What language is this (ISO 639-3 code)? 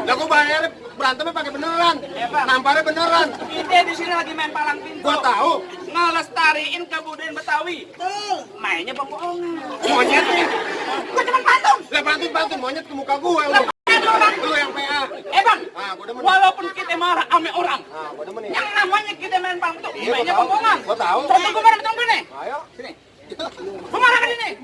bew